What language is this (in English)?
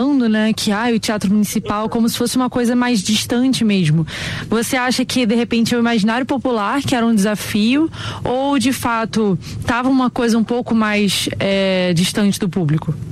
Portuguese